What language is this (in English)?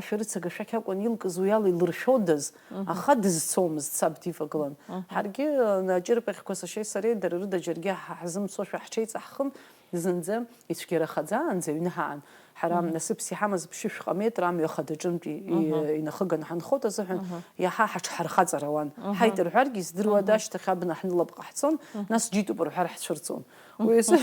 Abkhazian